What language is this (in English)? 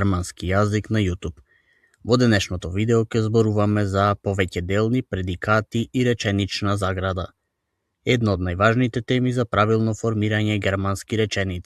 Macedonian